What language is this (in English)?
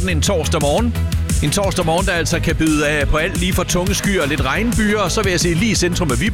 Danish